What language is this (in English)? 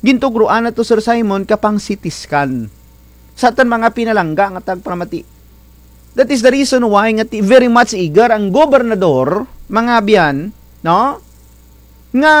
Kinaray-a